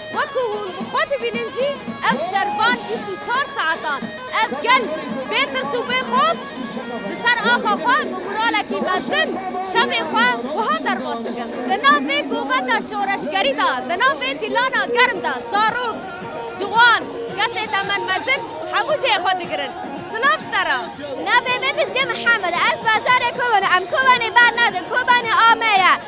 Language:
Kurdish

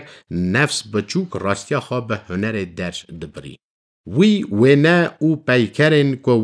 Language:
Kurdish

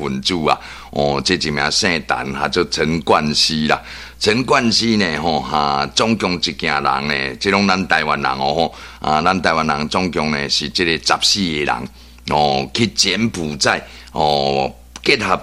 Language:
Min Nan Chinese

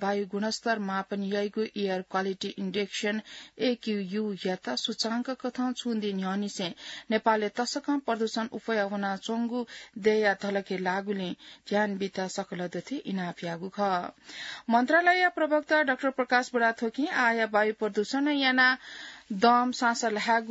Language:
Newari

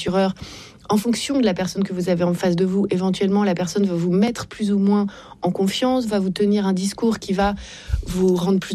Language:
French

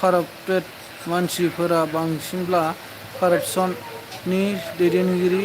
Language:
Bodo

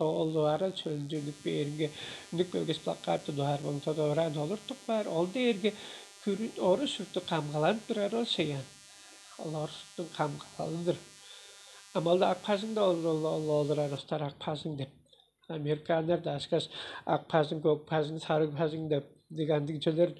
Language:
Tuvinian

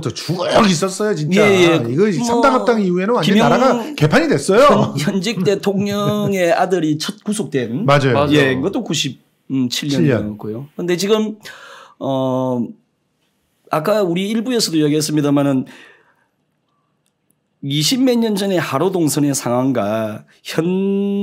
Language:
Korean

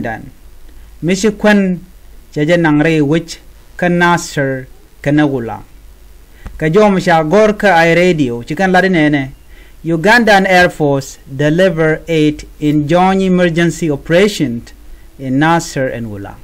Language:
Nuer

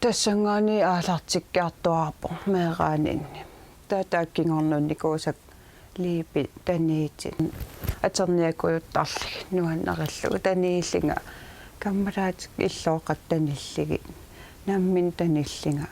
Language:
Kalaallisut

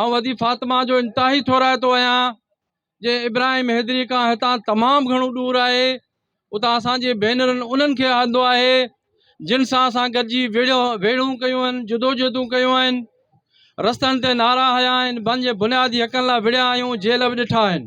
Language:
Sindhi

